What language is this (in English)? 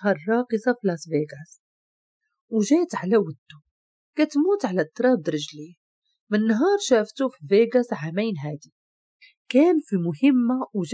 Moroccan Arabic